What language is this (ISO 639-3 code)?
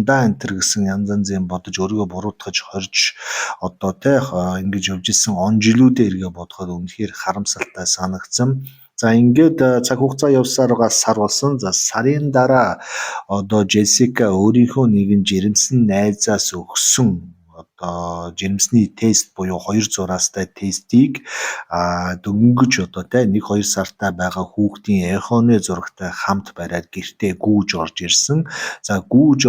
mon